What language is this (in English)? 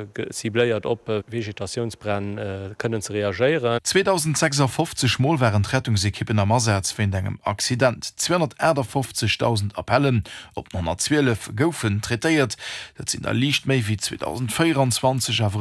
Luxembourgish